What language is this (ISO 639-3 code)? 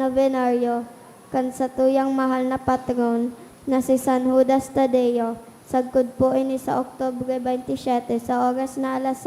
bik